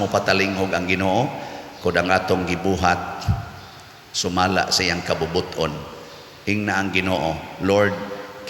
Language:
Cebuano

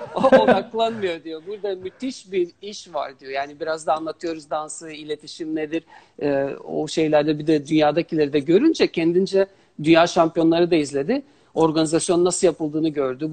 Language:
Turkish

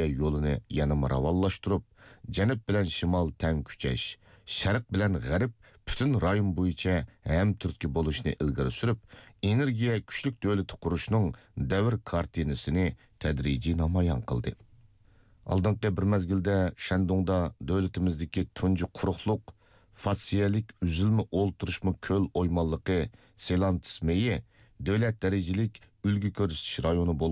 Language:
Uyghur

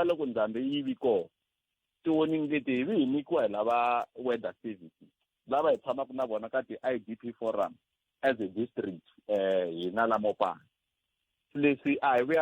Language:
Tsonga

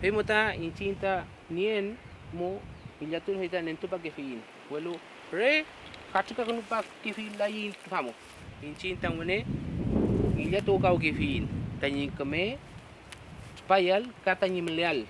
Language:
Mapuche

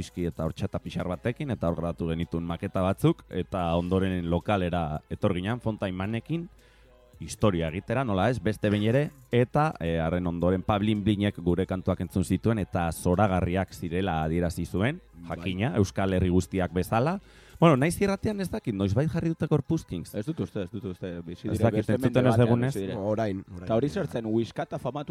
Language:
Basque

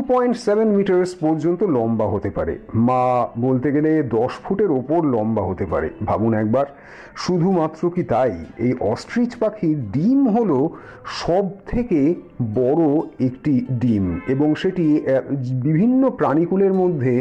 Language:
Bangla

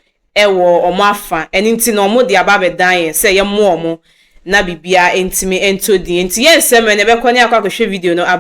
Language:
Akan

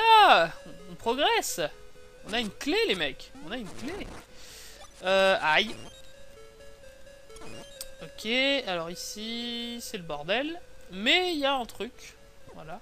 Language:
French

